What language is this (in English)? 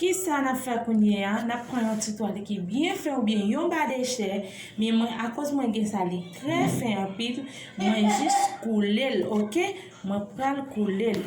Haitian Creole